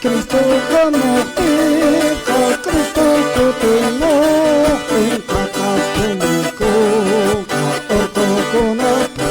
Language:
Quechua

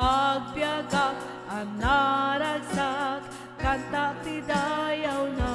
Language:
Iloko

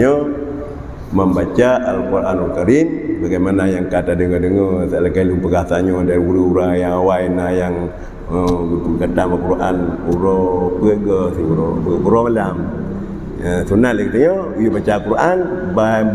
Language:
Achinese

